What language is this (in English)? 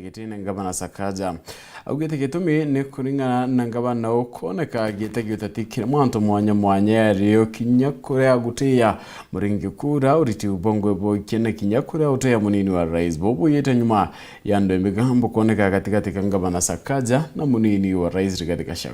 Meru